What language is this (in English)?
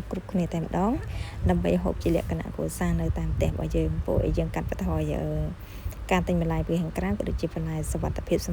Khmer